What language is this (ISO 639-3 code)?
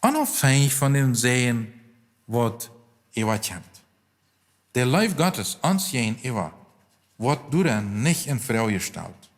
pdt